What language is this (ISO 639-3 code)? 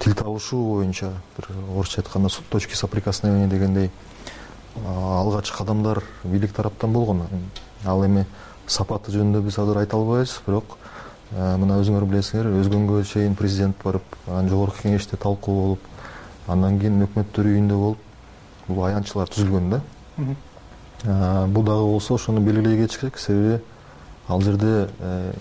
kir